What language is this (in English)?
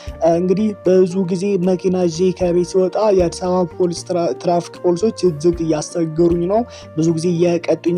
Amharic